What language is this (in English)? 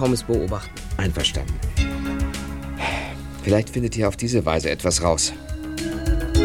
German